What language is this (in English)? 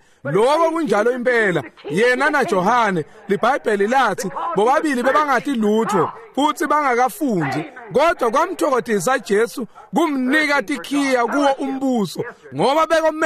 Swati